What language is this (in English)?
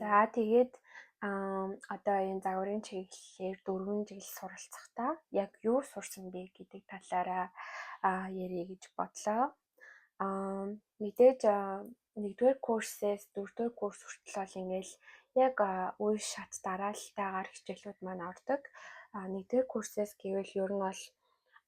Mongolian